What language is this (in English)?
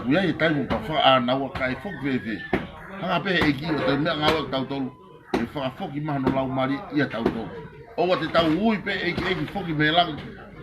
Tongan